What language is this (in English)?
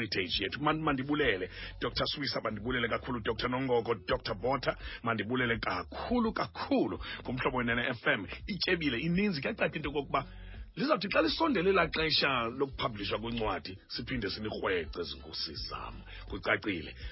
Xhosa